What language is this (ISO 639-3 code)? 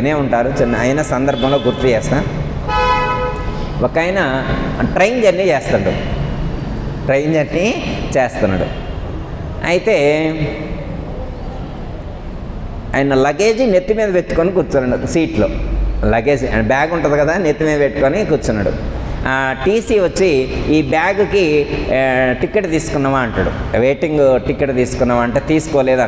tel